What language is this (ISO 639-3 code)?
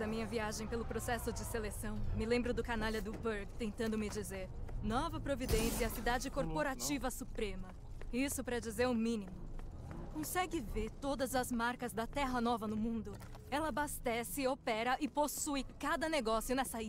por